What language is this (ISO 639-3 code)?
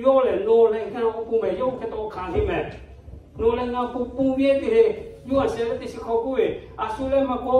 lhu